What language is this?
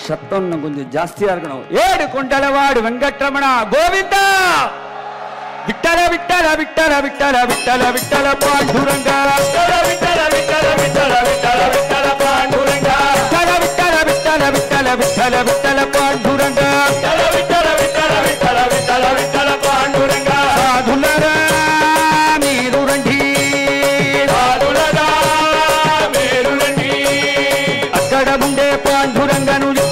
Tamil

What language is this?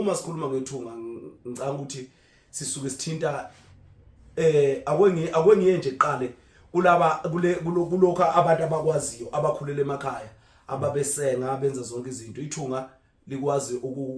Zulu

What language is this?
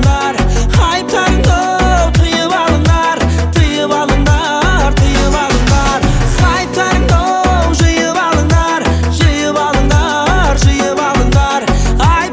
Kazakh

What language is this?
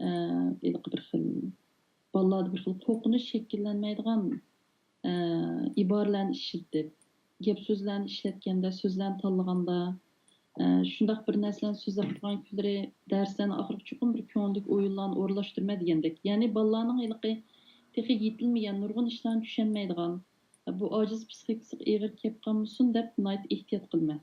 Uyghur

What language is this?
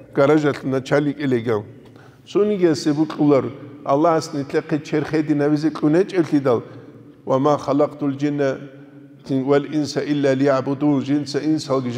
Avaric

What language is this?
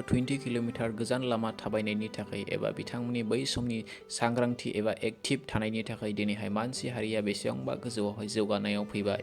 Bodo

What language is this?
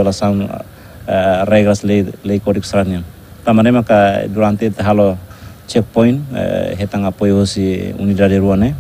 Tetum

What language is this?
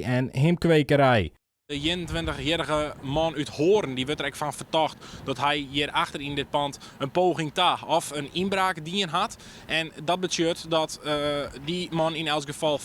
Western Frisian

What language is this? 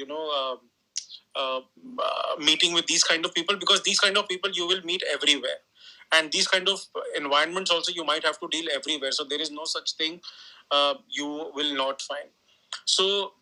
English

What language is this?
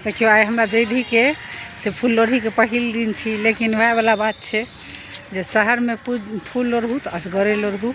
Maithili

